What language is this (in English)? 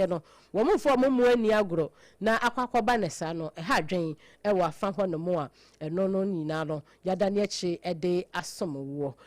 Akan